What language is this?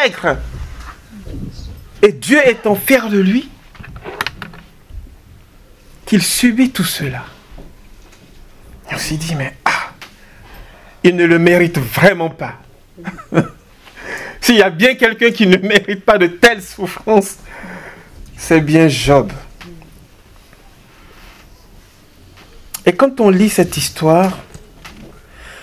French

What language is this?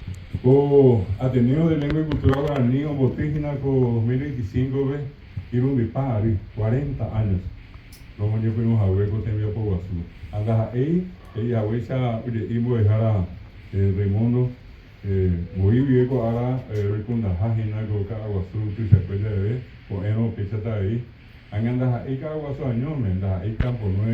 Guarani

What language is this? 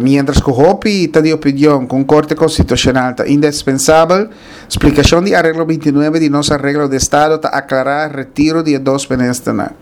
Papiamento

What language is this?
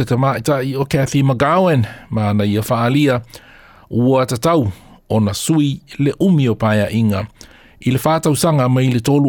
Samoan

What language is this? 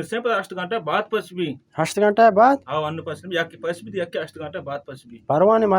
Baluchi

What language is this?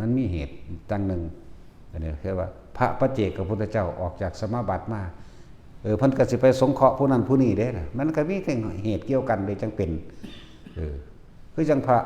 Northeastern Thai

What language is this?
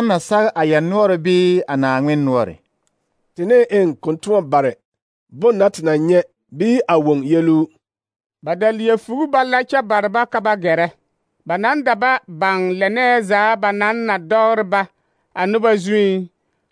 Southern Dagaare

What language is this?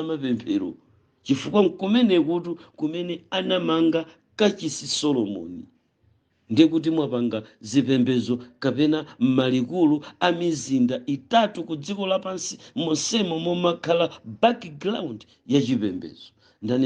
Nyanja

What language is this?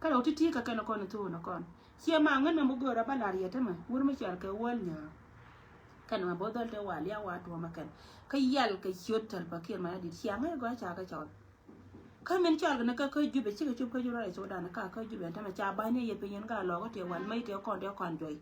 Nuer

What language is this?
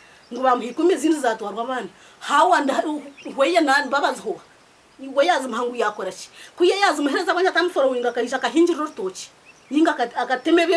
Nyankole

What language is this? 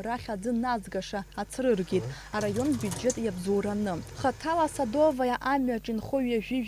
Abkhazian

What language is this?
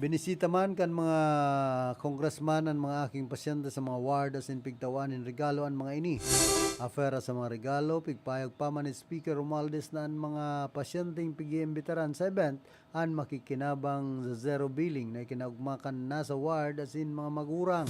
Bikol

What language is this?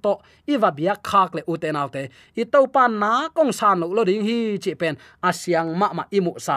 Tedim Chin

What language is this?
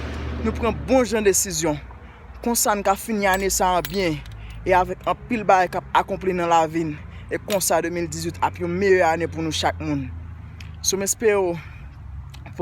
Haitian Creole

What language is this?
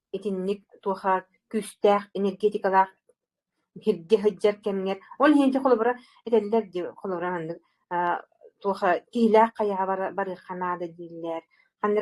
Yakut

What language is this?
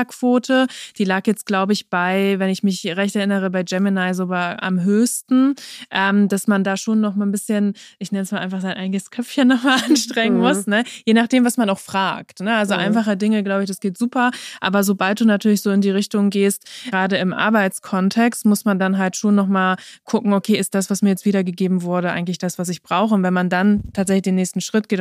German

